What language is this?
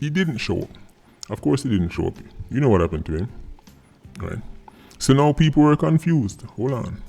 Jamaican Creole English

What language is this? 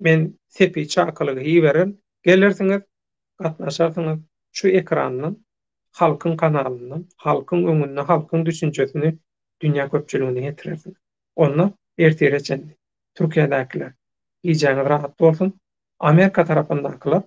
Turkmen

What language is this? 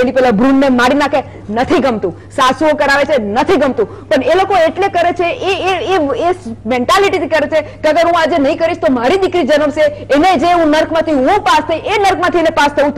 Gujarati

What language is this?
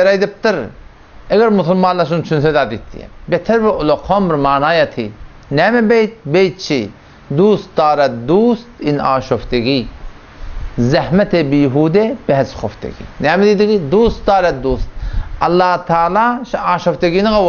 Turkmen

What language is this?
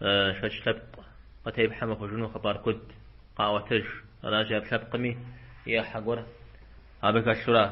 Kabardian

